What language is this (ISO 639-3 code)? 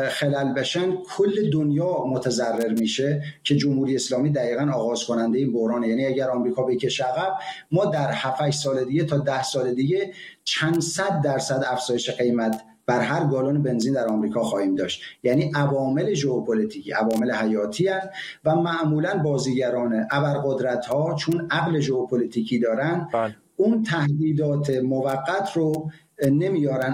fas